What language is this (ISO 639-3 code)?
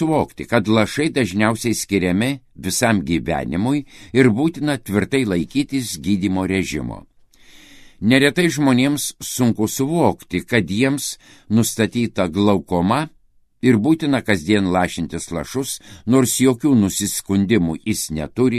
lit